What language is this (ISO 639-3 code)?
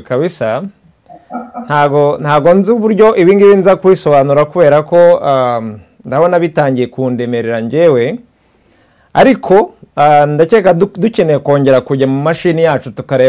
kin